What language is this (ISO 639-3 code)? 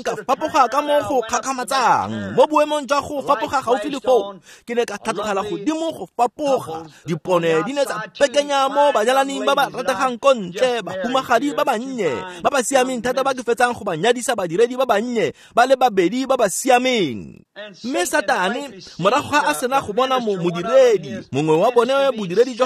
tsn